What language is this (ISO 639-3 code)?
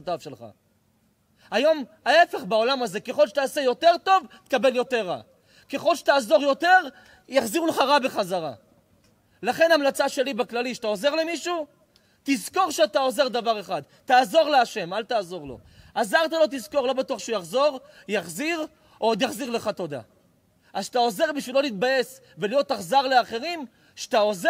heb